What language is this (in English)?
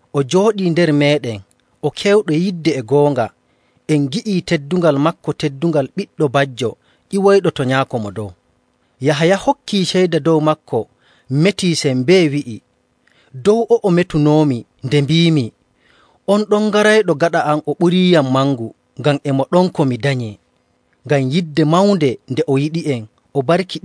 Nigerian Fulfulde